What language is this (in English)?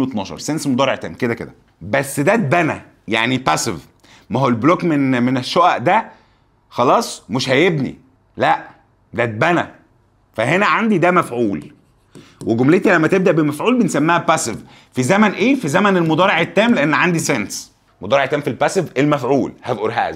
Egyptian Arabic